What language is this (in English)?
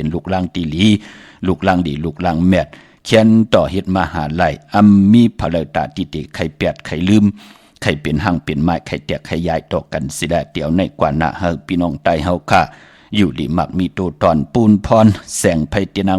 Shan